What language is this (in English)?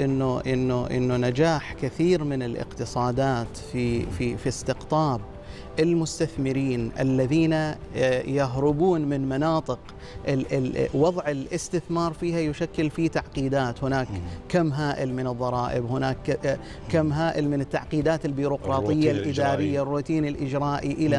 Arabic